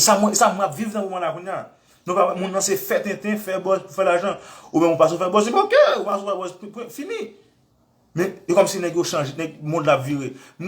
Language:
Haitian Creole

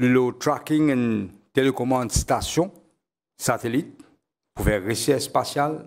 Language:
Morisyen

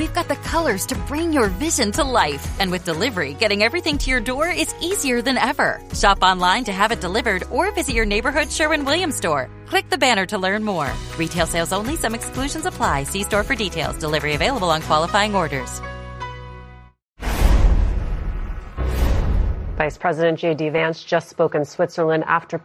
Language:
English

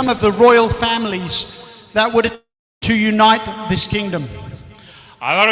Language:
Gilbertese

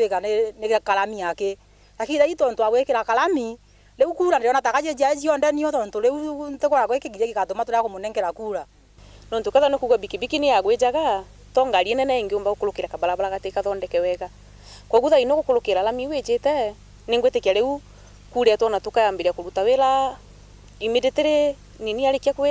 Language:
Meru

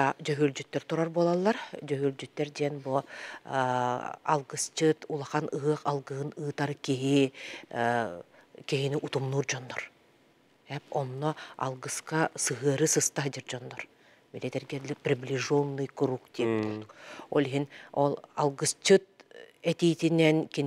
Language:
Yakut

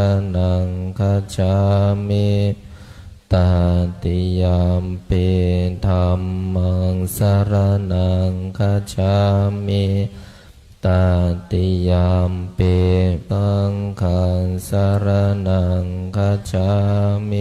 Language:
Pali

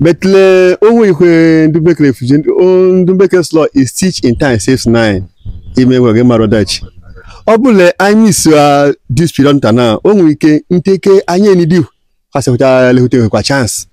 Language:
Igbo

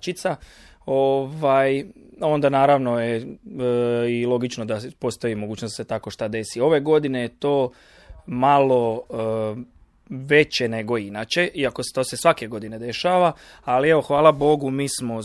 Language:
Croatian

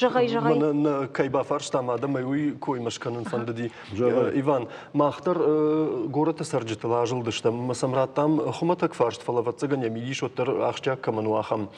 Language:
Ossetic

